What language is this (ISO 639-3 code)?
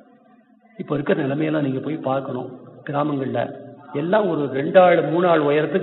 tam